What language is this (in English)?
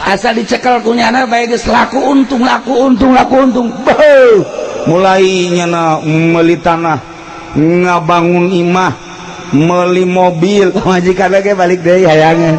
Sundanese